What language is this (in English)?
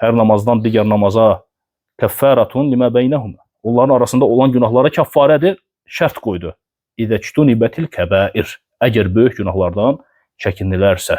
Azerbaijani